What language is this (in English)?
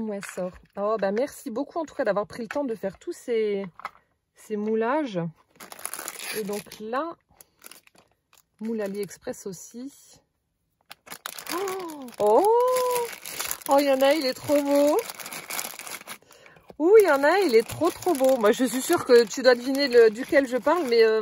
French